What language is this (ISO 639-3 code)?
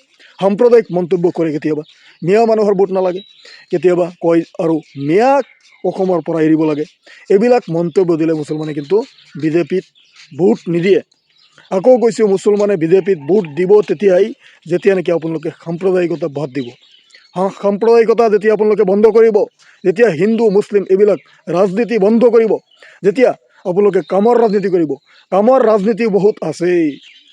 asm